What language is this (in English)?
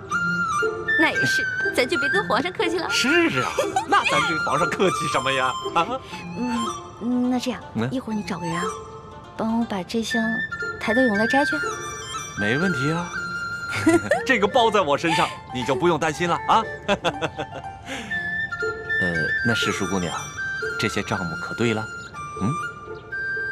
Chinese